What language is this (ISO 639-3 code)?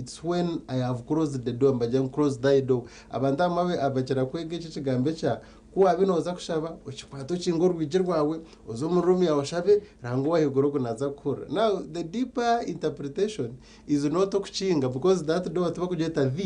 nyn